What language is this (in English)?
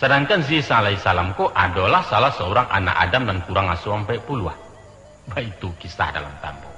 Minangkabau